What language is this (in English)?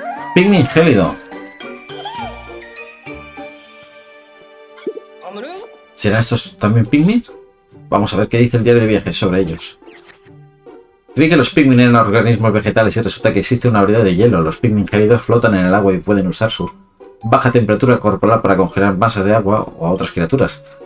Spanish